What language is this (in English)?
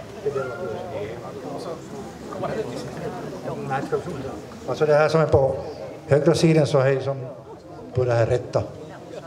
Swedish